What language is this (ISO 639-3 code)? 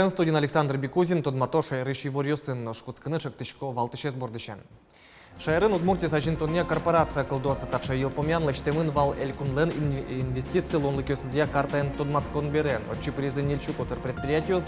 udm